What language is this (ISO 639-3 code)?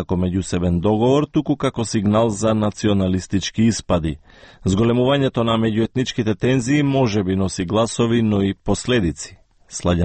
mkd